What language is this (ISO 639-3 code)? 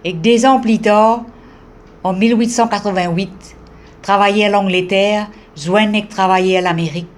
mfe